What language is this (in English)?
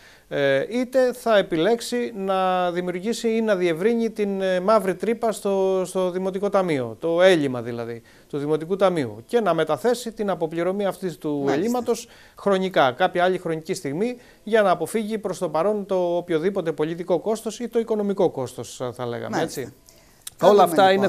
Greek